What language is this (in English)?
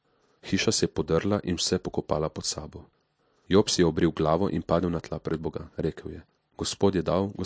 Slovenian